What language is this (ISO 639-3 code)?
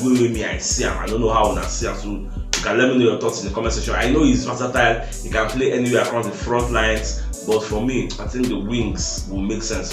pcm